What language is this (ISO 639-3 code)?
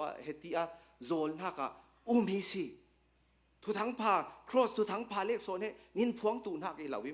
cnh